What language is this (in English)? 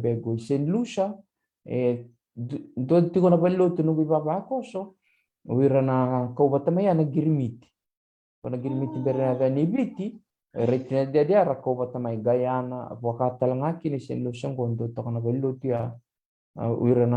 Fijian